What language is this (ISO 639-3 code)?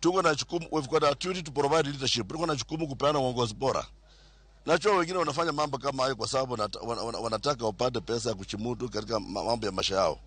luo